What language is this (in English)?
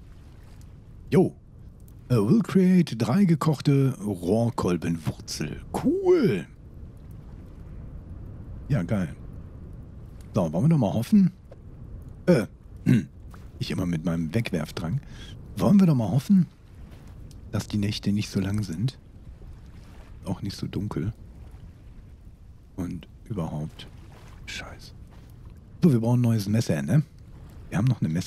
German